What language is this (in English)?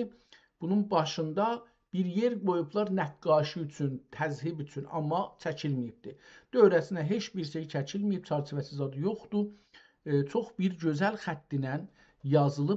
South Azerbaijani